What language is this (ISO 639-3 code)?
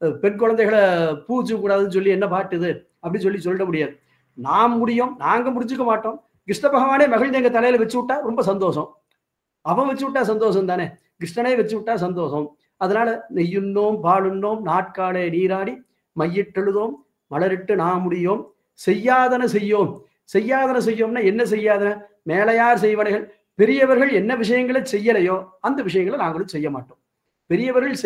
tam